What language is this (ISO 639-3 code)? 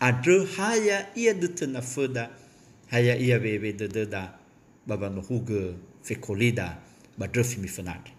nia